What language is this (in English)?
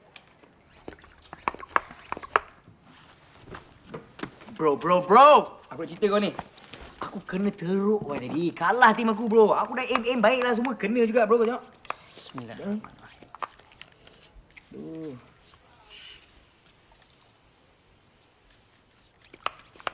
Malay